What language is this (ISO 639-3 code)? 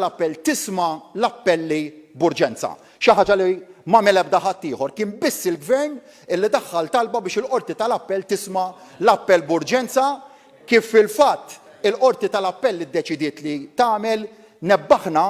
mlt